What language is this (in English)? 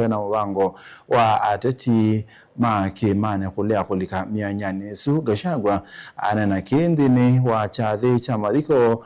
Kamba